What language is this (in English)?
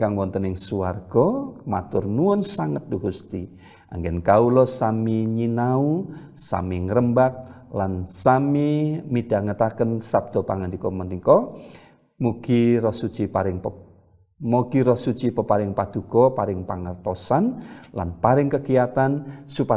Javanese